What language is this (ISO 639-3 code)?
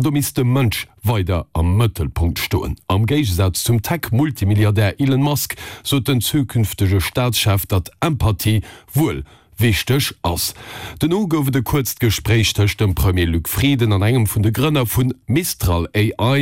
ltz